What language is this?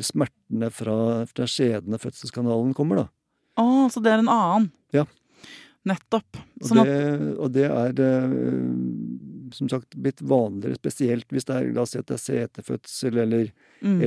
Norwegian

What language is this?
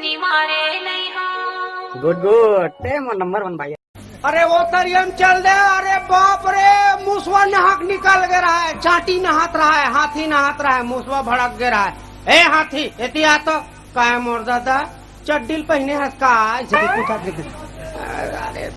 Chhattisgarhi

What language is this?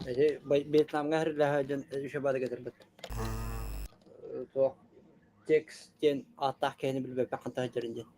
Yakut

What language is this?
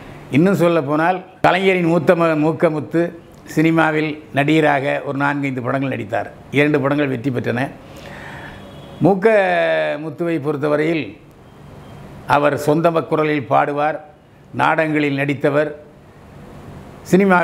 Tamil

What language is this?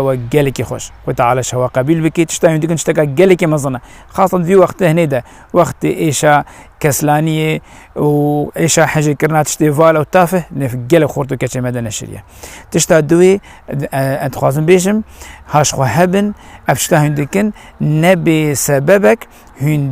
Kurdish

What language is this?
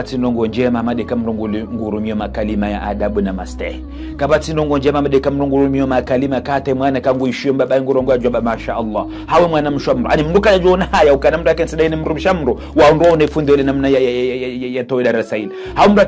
Ngazidja Comorian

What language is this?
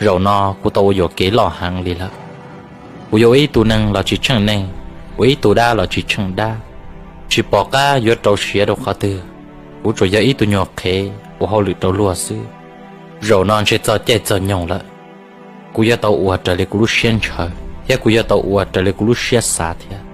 Hmong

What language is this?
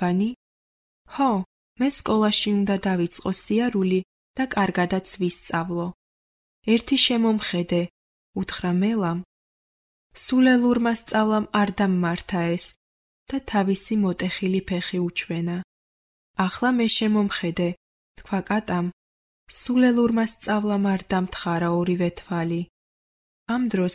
Georgian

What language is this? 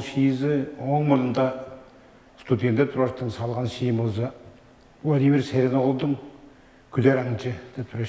Tuvinian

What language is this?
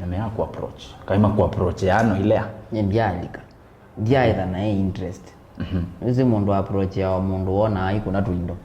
Kamba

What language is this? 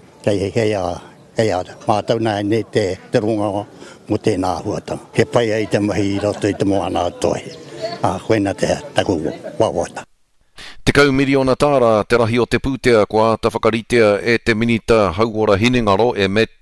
Māori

